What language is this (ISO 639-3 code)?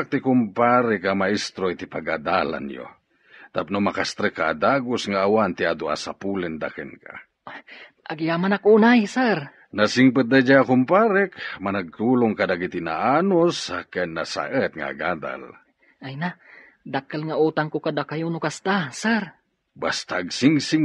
ilo